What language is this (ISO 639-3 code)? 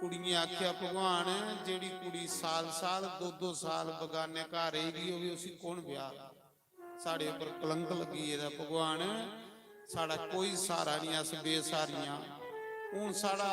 doi